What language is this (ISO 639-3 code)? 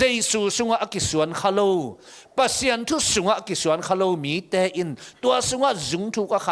ctd